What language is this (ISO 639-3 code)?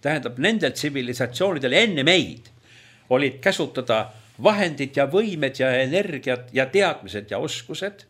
est